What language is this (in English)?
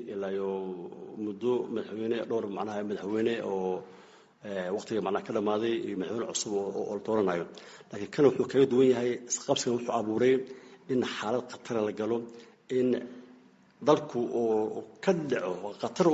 Somali